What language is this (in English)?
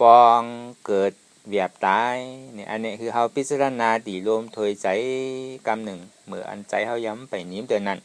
Shan